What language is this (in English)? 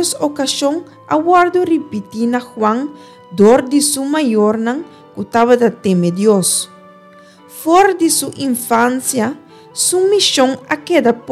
Papiamento